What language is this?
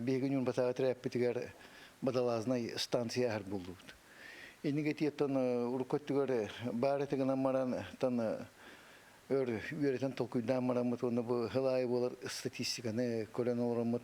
Yakut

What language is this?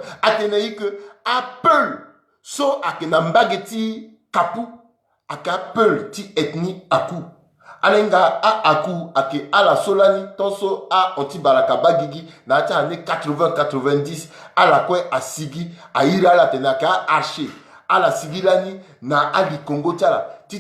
Sango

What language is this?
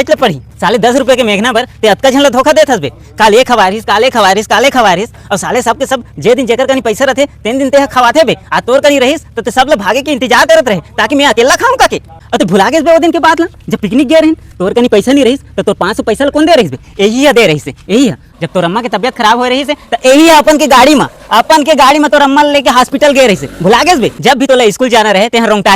Chhattisgarhi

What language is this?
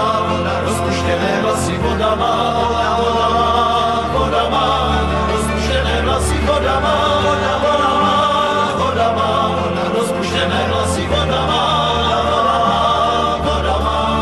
Czech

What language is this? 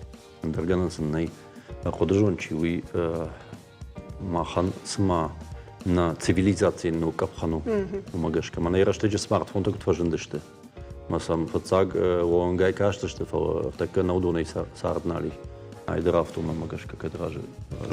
Ossetic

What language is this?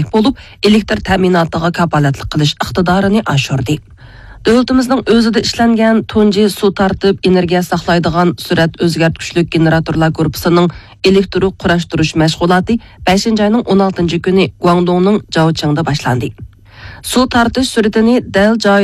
Uyghur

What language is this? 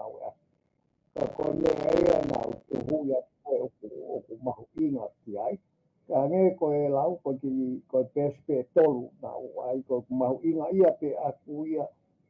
Tongan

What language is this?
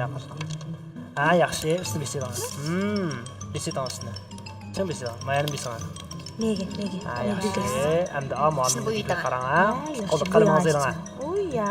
Uyghur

